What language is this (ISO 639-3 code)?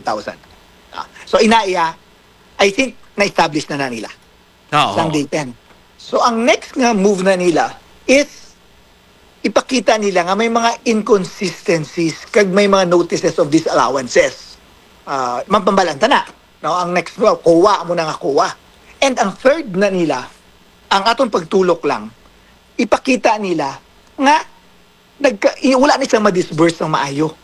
hil